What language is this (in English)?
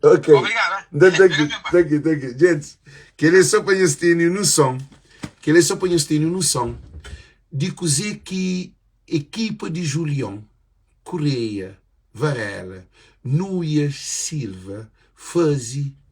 Kabuverdianu